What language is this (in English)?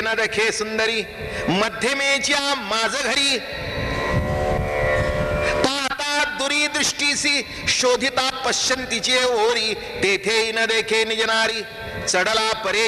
Marathi